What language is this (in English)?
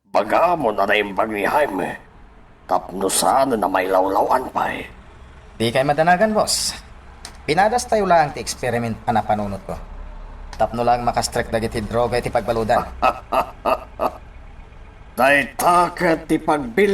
Iloko